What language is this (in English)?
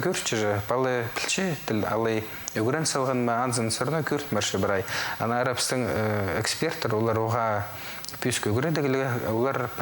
Khakas